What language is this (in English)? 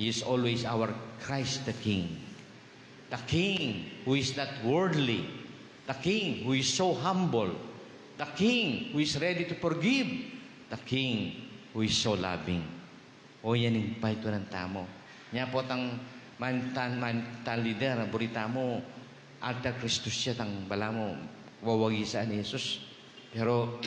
Pampanga